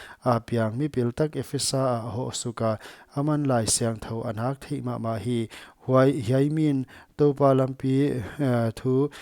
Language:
Paite Chin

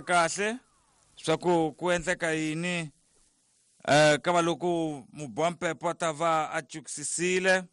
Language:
Tsonga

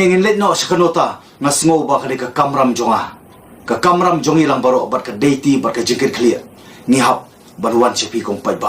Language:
Khasi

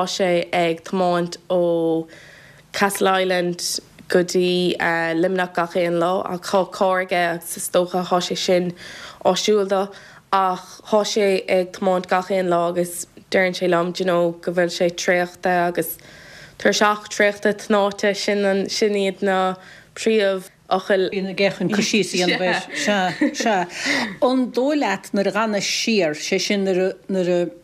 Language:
Irish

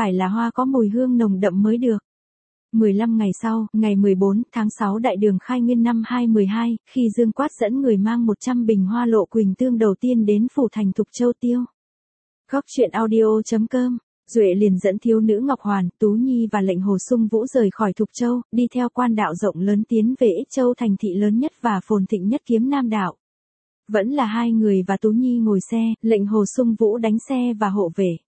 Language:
Vietnamese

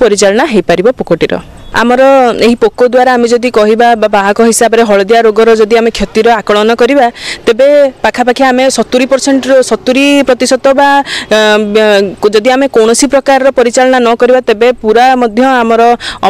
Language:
Odia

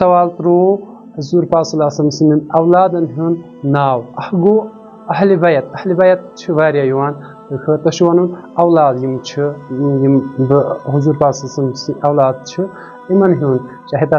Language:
Kashmiri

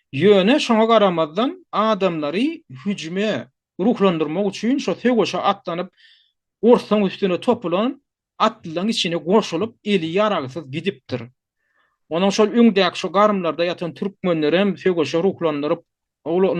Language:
Turkmen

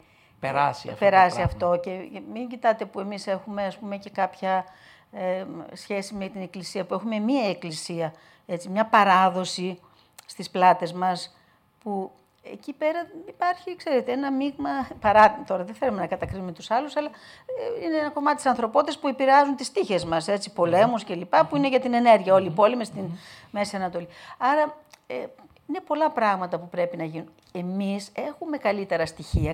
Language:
Greek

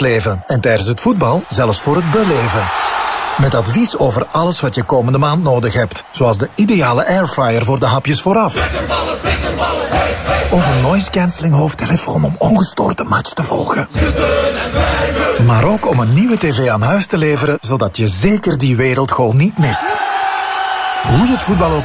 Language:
Dutch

